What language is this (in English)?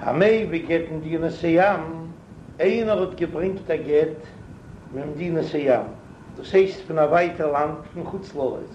Yiddish